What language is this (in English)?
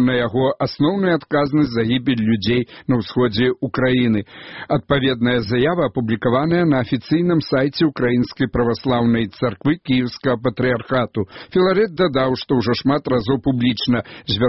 Belarusian